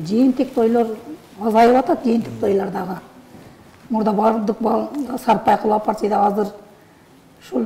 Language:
Kyrgyz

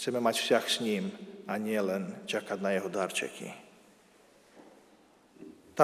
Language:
Slovak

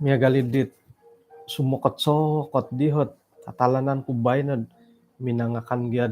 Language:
Central Dusun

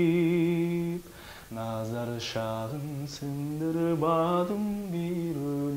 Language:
Kyrgyz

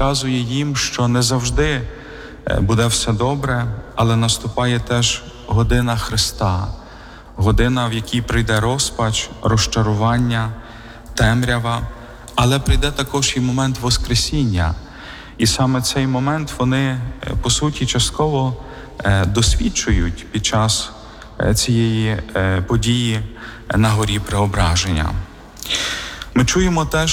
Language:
Ukrainian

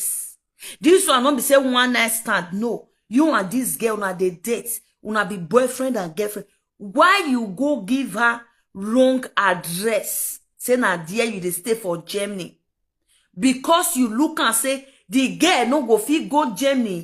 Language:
Nigerian Pidgin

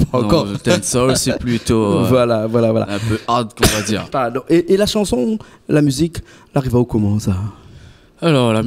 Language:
Réunion Creole French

